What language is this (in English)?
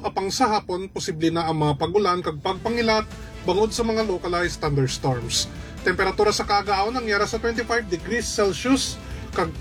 Hiligaynon